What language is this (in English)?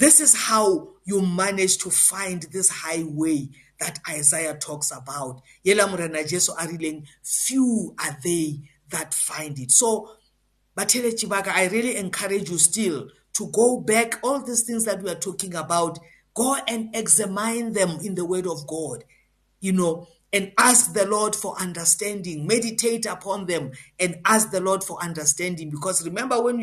English